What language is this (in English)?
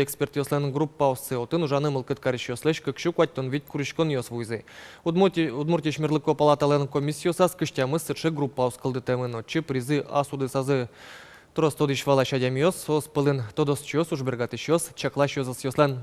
Udmurt